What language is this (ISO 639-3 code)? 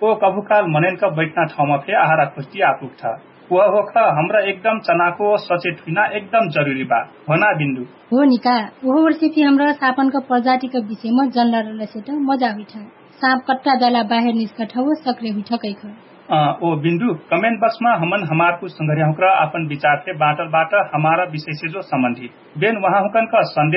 thl